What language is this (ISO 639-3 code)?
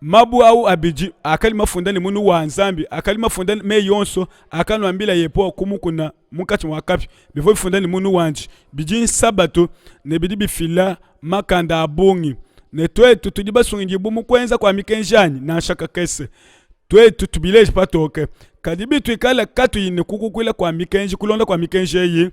lua